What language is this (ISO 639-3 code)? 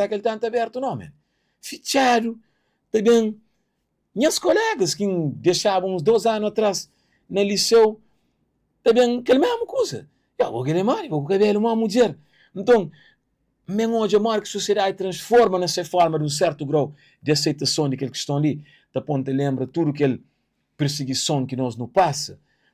kea